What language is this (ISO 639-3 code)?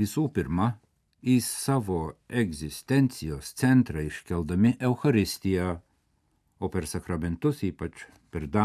lit